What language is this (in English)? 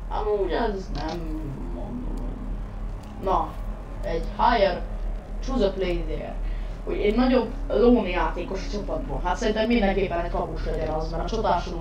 Hungarian